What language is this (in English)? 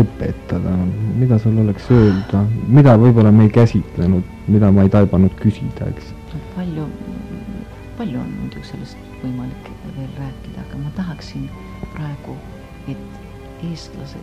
Estonian